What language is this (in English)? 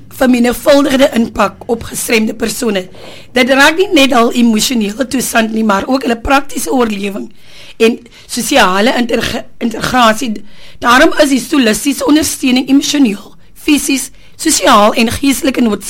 Afrikaans